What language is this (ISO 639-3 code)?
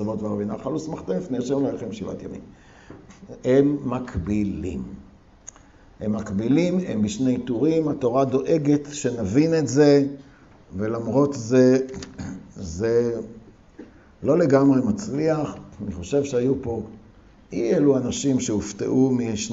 heb